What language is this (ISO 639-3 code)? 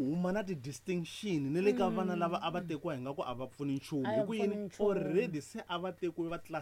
tso